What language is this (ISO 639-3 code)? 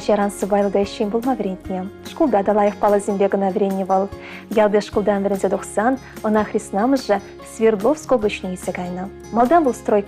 chv